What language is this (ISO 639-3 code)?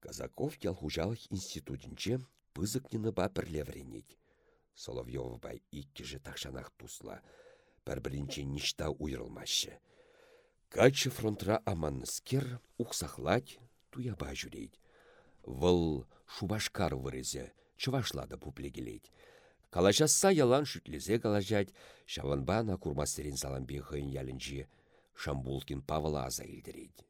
chv